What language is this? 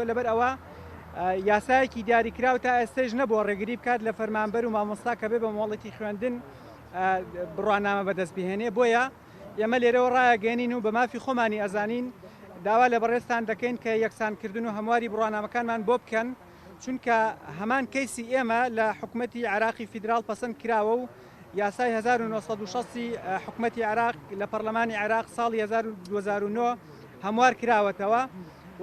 Central Kurdish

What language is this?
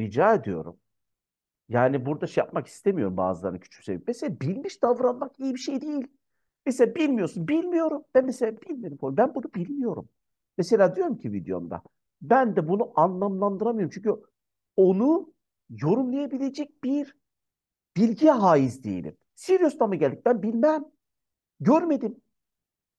Turkish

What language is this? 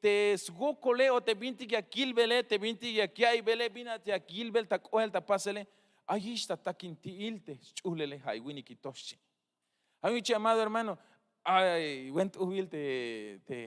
Tzeltal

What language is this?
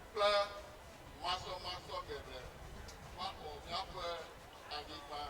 Ewe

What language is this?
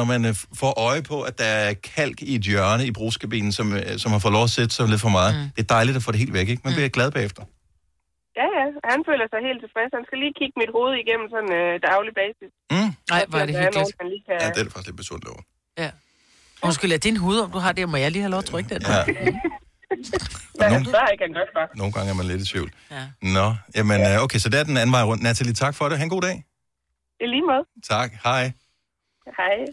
Danish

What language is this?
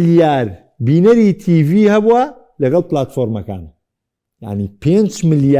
Central Kurdish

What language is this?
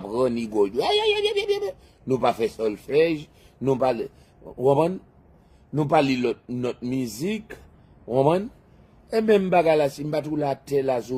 Haitian Creole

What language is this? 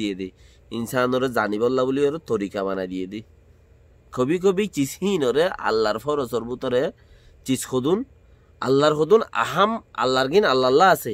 Rohingya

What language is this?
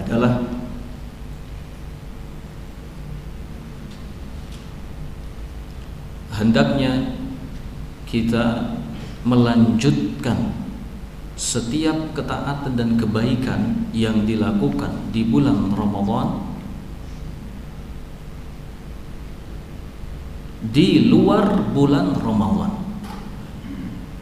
Indonesian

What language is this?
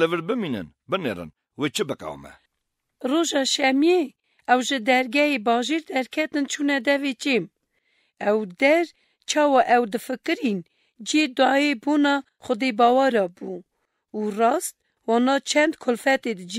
Kurdish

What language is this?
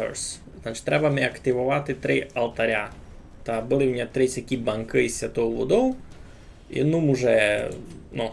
Rusyn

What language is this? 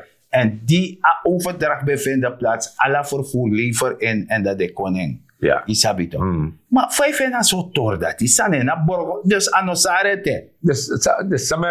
Sranan Tongo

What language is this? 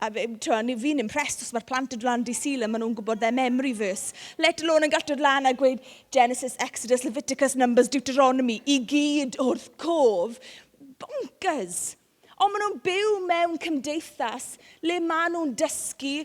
Welsh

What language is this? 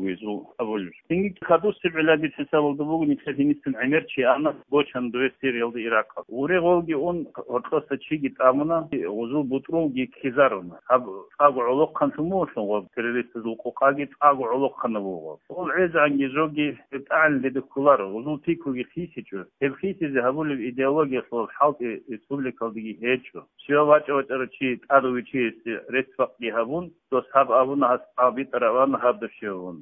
Avaric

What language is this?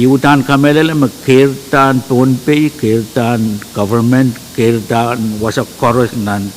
Pohnpeian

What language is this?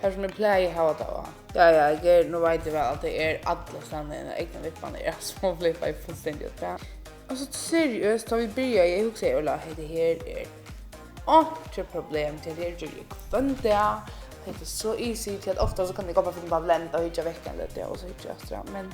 Faroese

